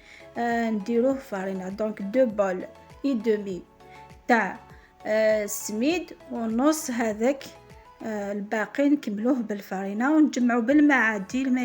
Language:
Algerian Arabic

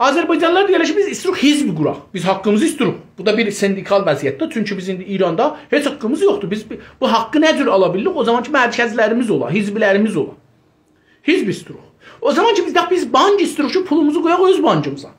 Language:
South Azerbaijani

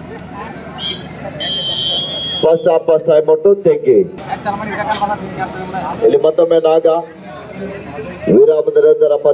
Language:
Kannada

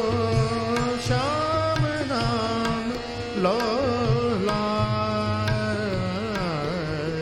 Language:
Hindi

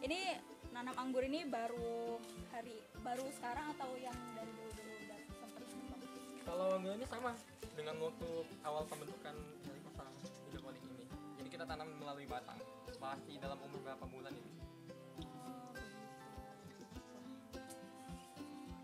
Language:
Indonesian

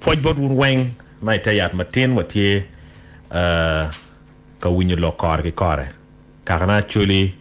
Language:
Acoli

